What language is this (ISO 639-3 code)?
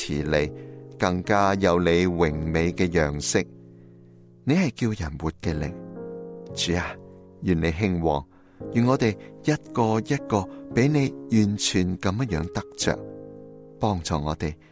yue